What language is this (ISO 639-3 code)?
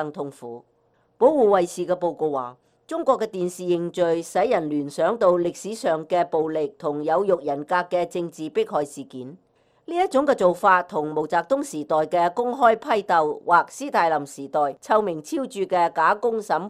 yue